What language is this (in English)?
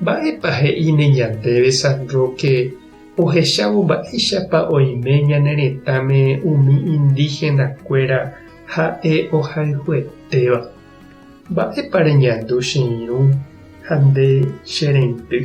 Guarani